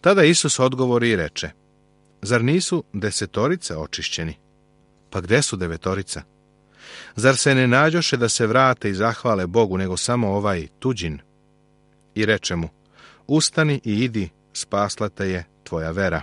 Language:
Serbian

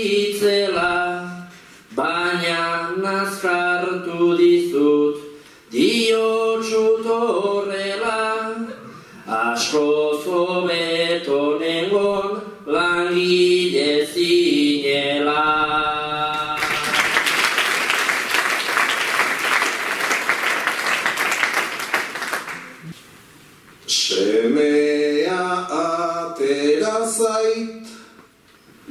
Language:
Basque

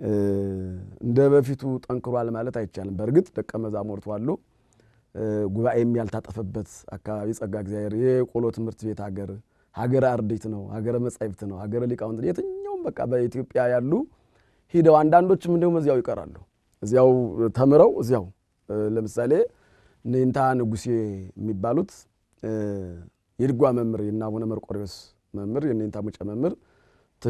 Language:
Amharic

